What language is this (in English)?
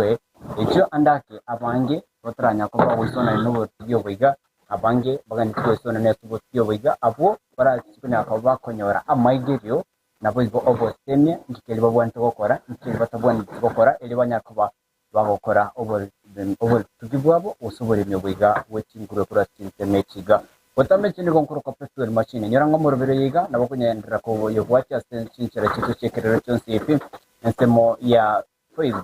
Gusii